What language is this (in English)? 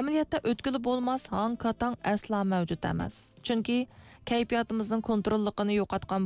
Uyghur